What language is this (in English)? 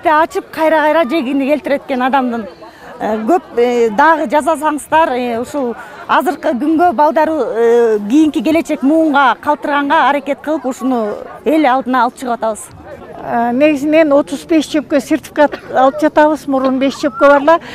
Kyrgyz